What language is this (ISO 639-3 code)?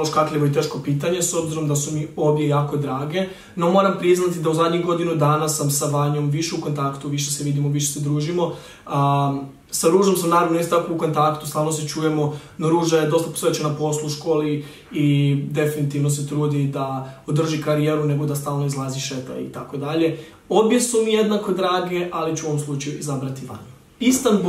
hrv